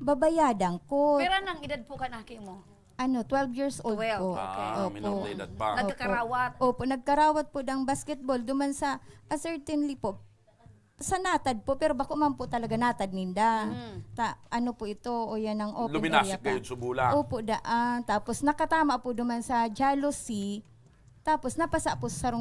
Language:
Bikol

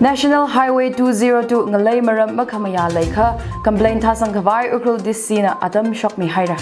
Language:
Tangkhul Naga (India)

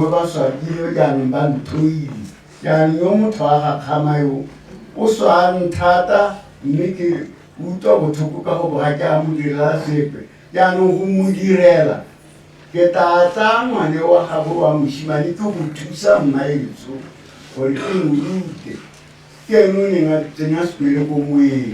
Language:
Tswana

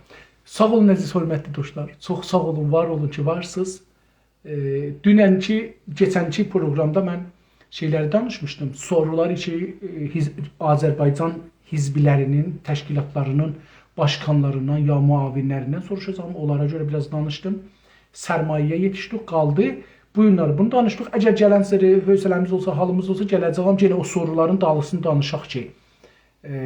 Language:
South Azerbaijani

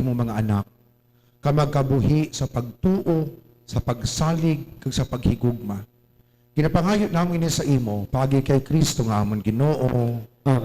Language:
Hiligaynon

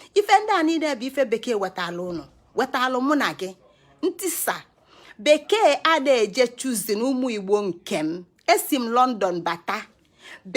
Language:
Igbo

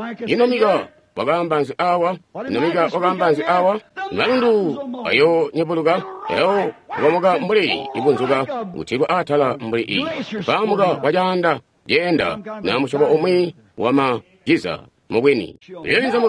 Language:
Tonga (Zambia)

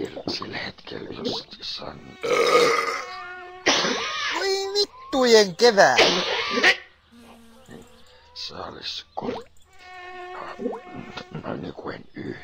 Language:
Finnish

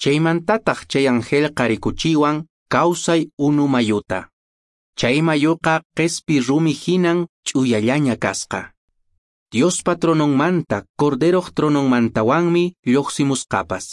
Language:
Quechua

